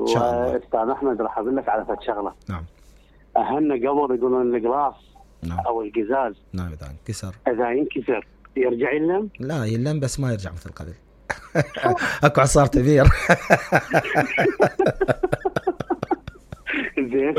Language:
Mesopotamian Arabic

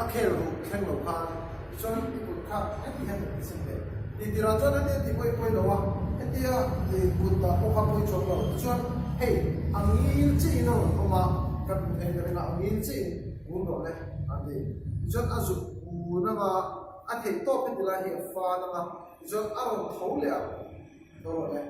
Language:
Mizo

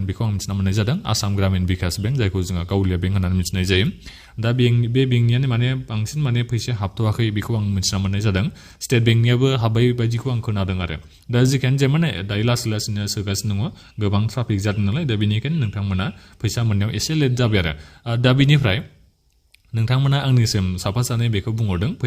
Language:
Bodo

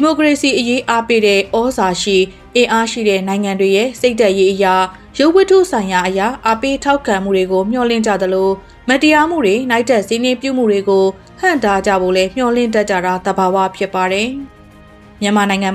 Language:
Burmese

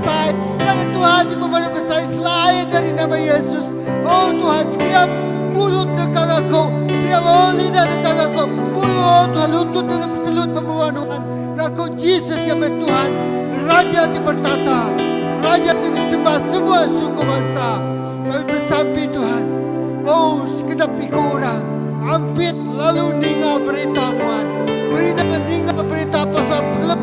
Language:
Iban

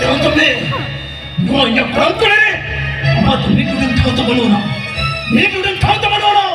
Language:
Santali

